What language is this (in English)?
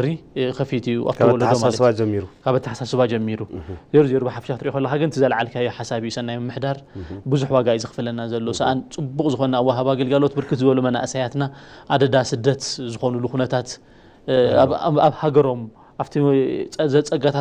Tigrinya